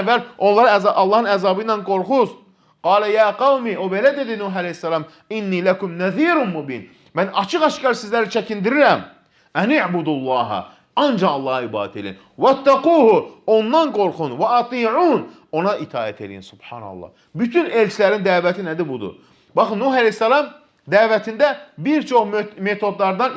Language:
Azerbaijani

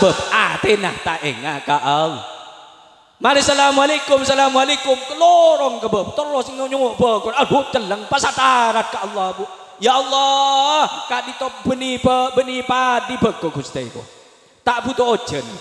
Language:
Madurese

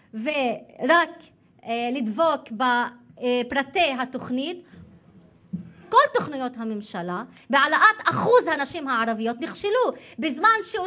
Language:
Hebrew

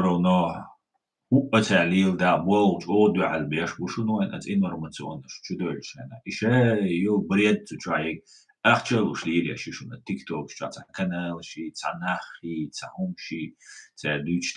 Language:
Chechen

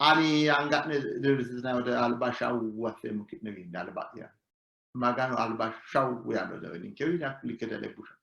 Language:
Sidamo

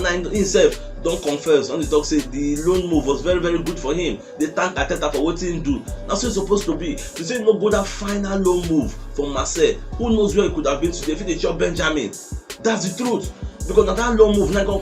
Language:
Nigerian Pidgin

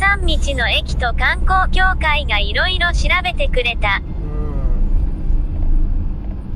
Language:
Japanese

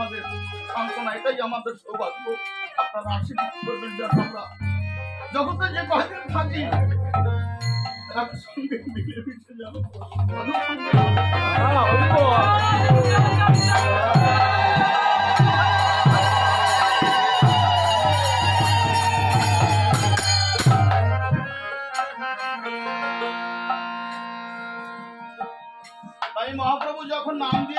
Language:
Bangla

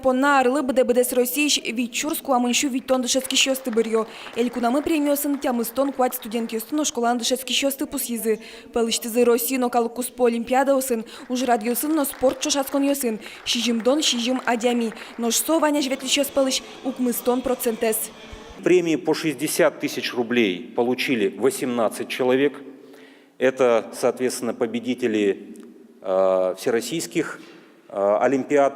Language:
Udmurt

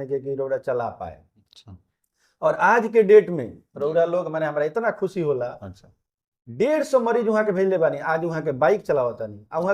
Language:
Bhojpuri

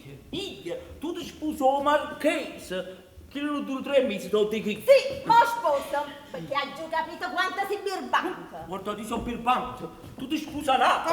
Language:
Neapolitan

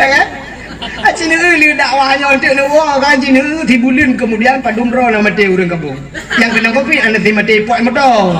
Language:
Achinese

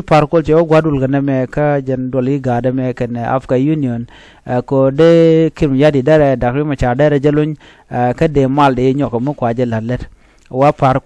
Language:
Nuer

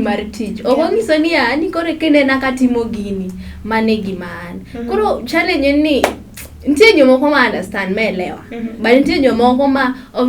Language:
Luo (Kenya and Tanzania)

